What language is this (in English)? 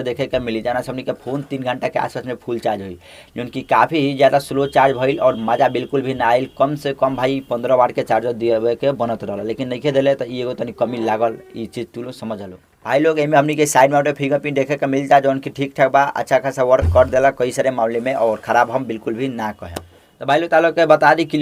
Bhojpuri